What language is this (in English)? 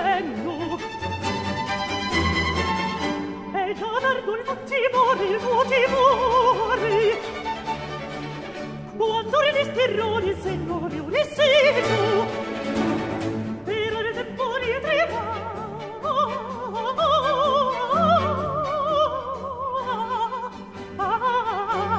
Italian